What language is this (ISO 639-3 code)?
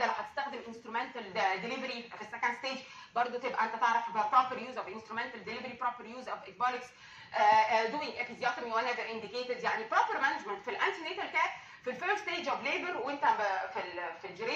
arz